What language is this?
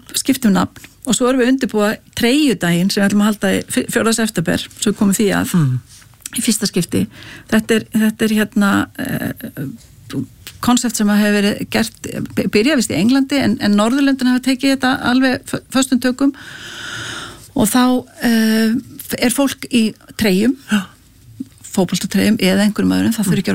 Icelandic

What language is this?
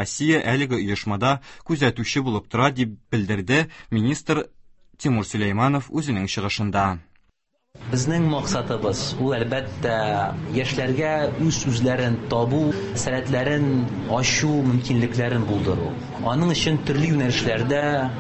Tatar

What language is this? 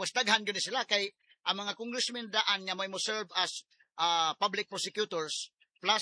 Cebuano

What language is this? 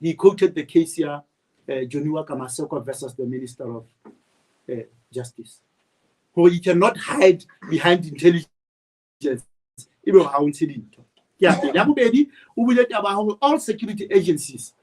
Southern Sotho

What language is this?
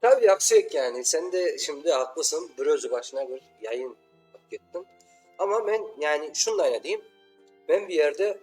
Crimean Tatar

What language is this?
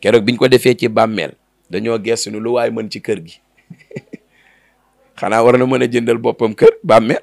Wolof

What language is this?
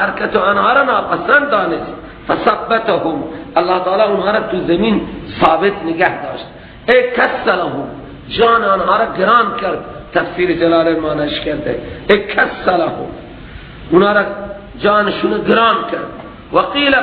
Persian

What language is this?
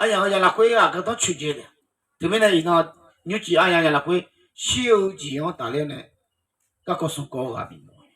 Akha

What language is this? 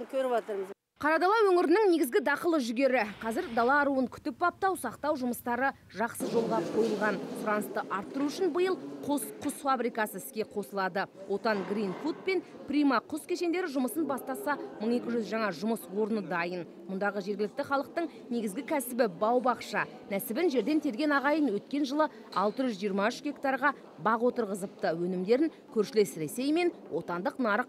Kazakh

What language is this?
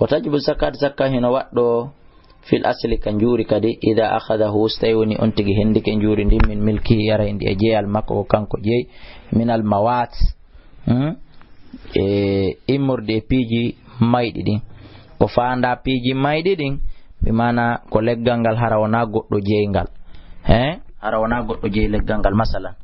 Fula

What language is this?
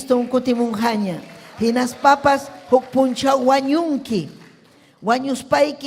Ayacucho Quechua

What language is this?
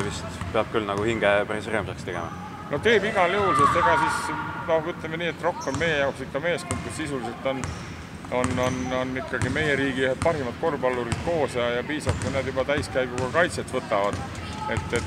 Estonian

